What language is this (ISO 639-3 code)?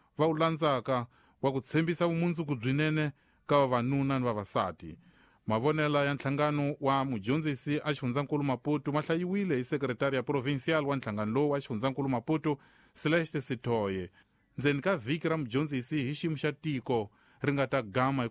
tso